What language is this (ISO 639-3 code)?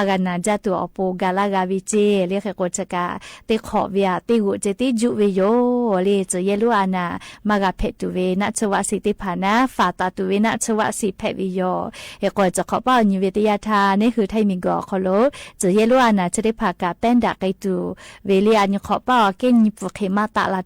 lhu